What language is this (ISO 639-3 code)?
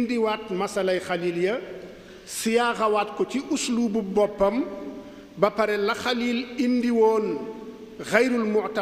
wol